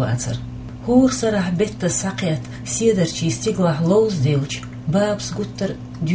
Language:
Chechen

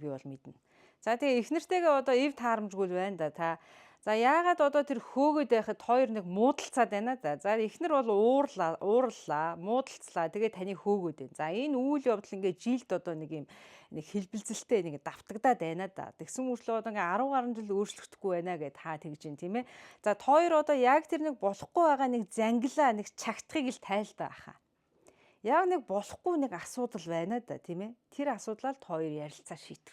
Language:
Mongolian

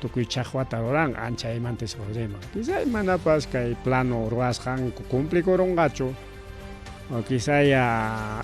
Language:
Ayacucho Quechua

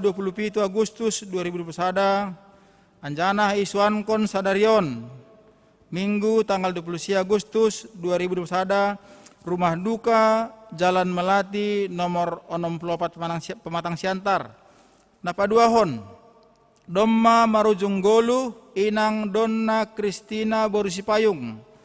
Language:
Batak Simalungun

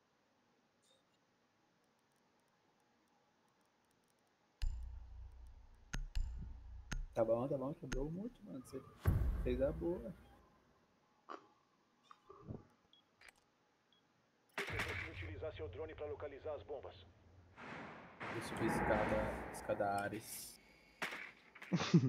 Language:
Portuguese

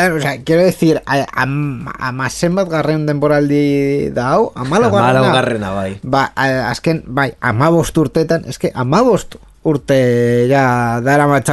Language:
Basque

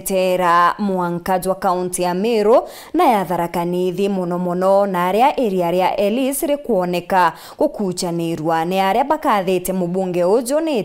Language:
Meru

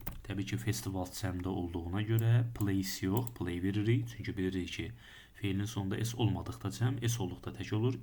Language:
Azerbaijani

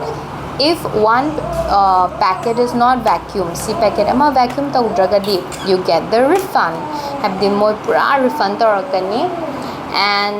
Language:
Manipuri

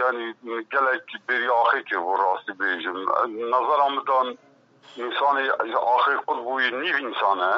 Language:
Kurdish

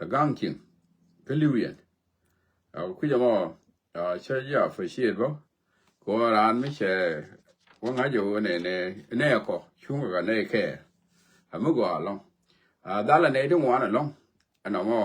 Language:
Nuer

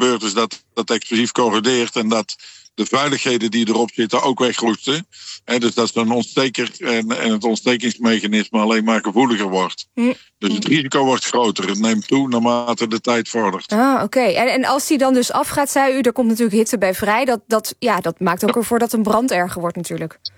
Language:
Dutch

